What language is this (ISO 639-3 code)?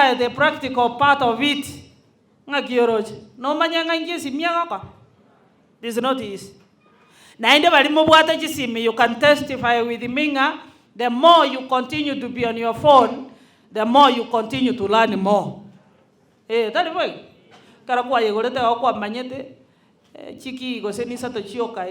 guz